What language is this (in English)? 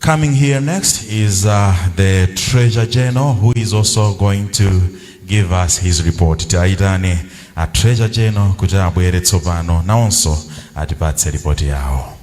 Nyanja